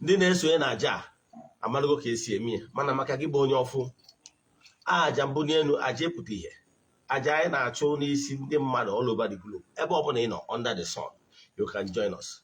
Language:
Igbo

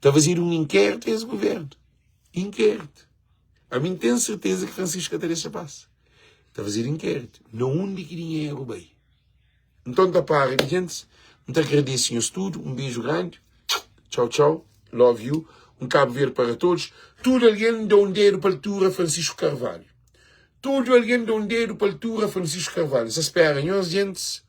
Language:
Kabuverdianu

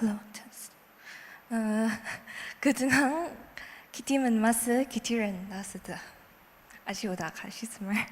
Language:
Ao Naga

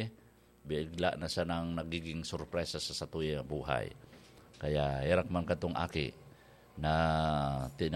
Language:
Bikol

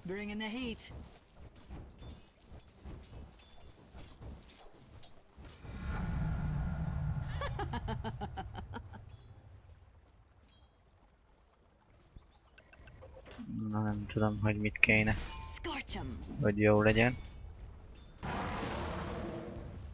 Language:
Hungarian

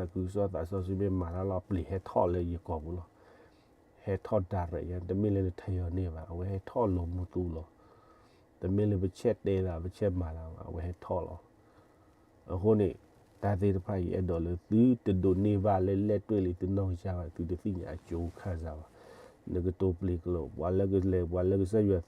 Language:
S'gaw Karen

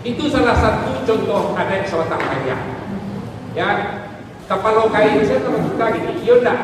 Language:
Minangkabau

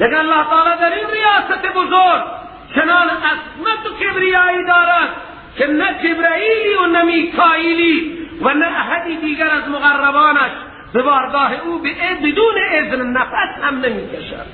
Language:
Persian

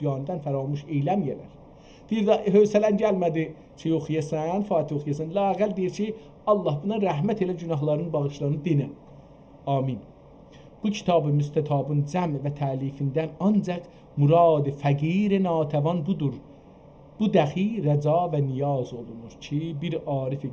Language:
South Azerbaijani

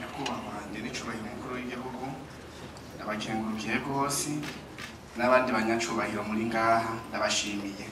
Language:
Rundi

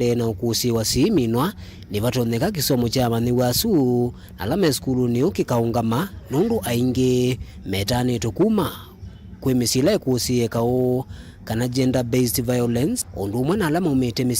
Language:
Kamba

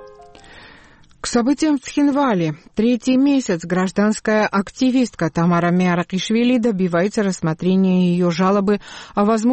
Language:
Russian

